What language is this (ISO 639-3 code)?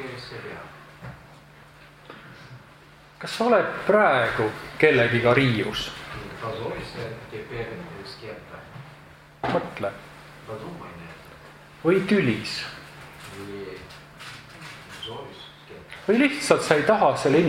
est